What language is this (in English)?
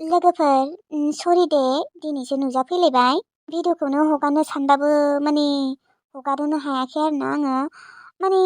Bodo